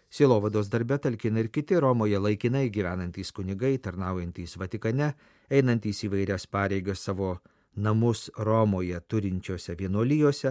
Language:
Lithuanian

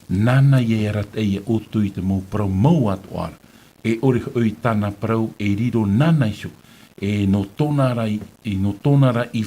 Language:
Tahitian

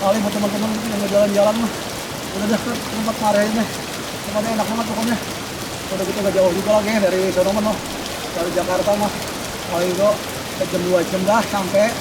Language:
Betawi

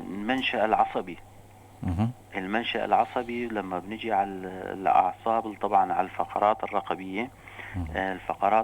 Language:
North Levantine Arabic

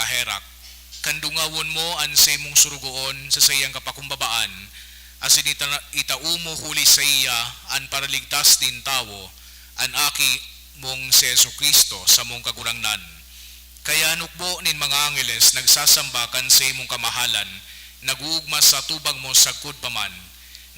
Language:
Bikol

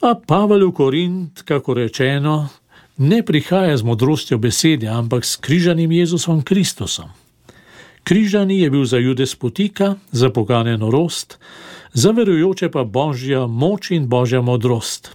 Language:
Slovenian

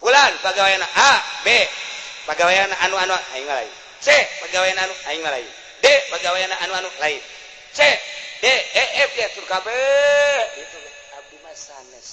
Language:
Sundanese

